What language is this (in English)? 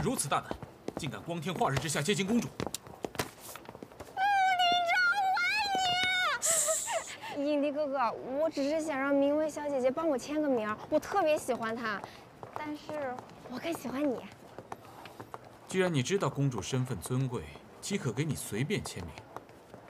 Chinese